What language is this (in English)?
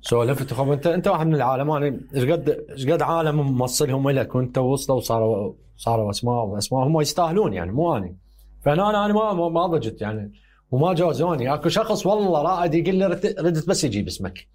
Mesopotamian Arabic